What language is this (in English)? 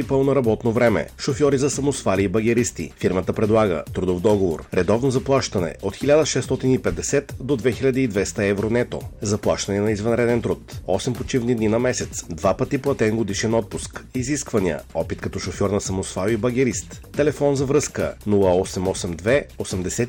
Bulgarian